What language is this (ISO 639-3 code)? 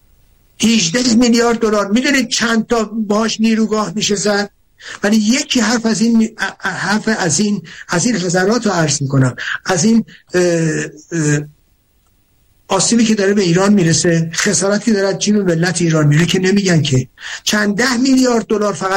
fas